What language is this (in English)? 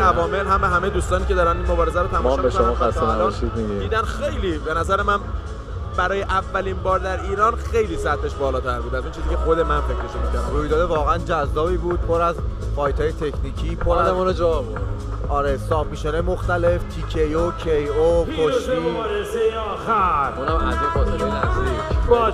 Persian